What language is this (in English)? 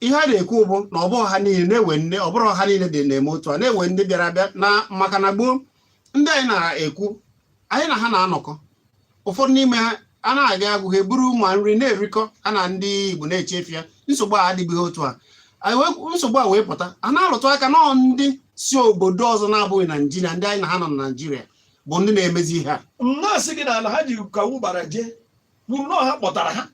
Igbo